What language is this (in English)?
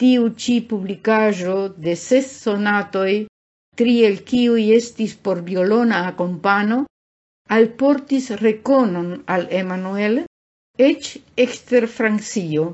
Esperanto